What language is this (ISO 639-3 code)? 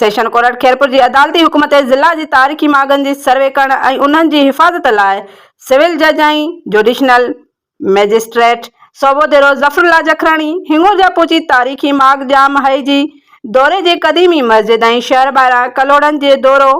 snd